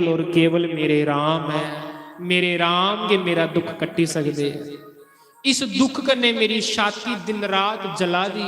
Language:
Dogri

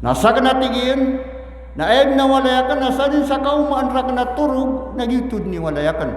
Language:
Maranao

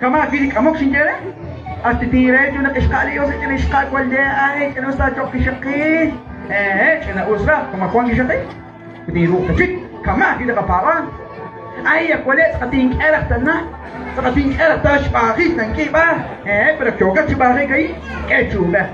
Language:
Kekchí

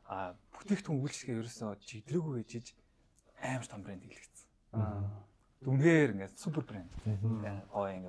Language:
Mongolian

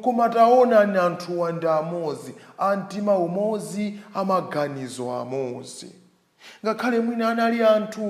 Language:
Nyanja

